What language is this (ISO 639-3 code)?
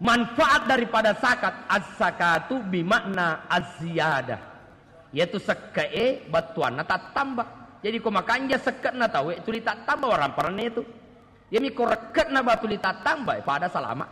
bug